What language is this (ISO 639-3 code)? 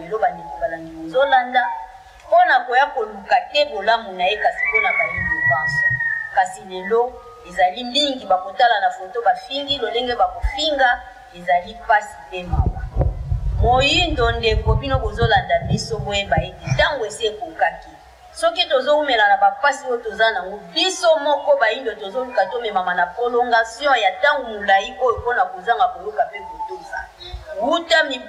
lin